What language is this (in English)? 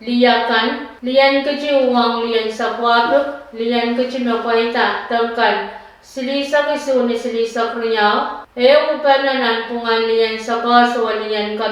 Pohnpeian